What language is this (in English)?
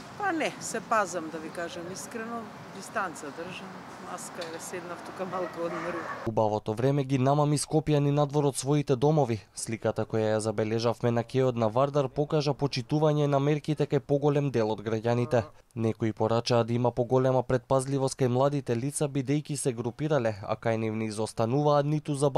Macedonian